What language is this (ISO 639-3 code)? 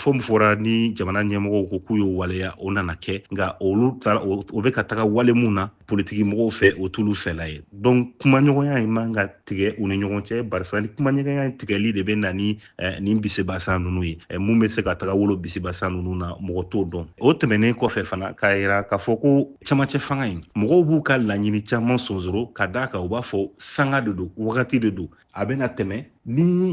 bam